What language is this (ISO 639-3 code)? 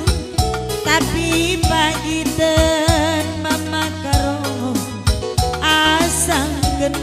btx